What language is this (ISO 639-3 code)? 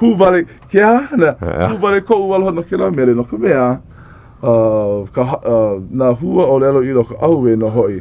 haw